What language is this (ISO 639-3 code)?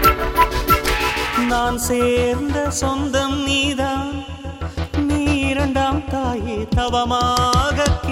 tam